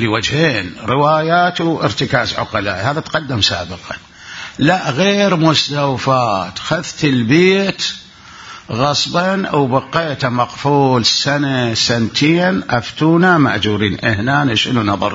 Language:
Mesopotamian Arabic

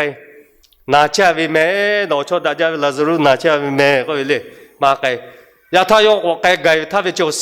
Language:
Lahu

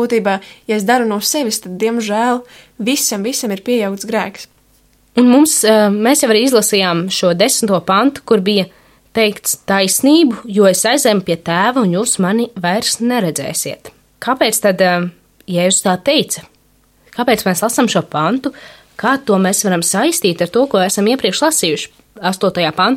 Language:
Latvian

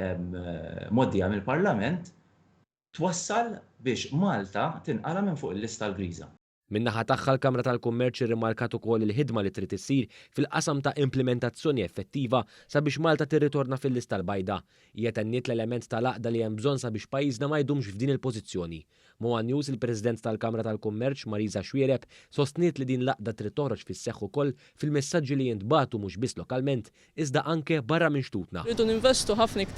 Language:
Maltese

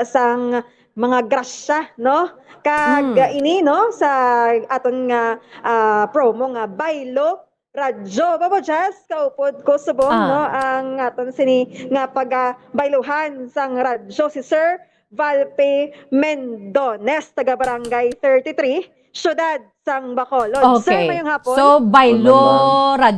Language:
Hiligaynon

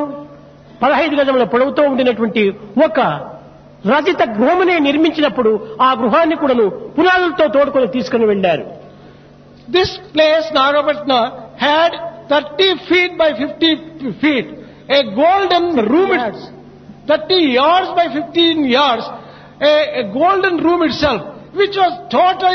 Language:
Telugu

